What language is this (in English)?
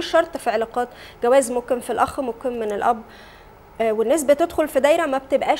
Egyptian Arabic